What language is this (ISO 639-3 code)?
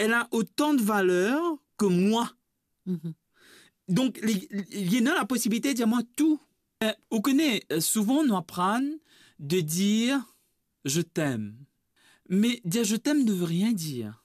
mfe